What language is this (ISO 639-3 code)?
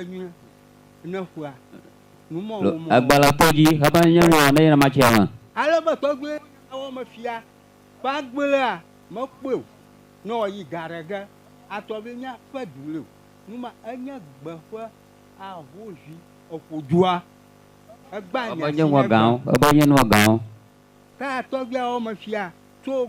ewe